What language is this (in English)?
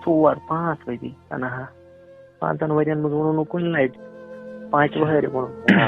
Kashmiri